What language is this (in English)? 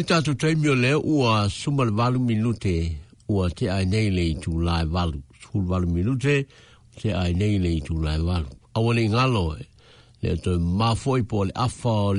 Samoan